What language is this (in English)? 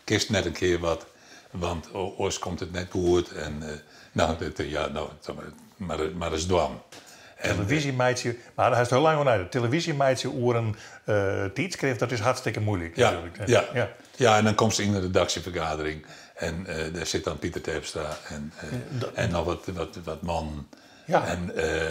Western Frisian